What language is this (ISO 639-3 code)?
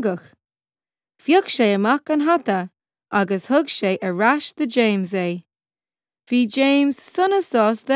gle